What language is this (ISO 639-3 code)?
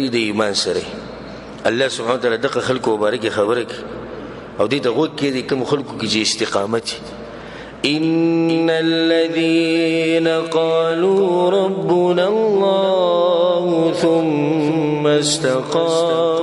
pus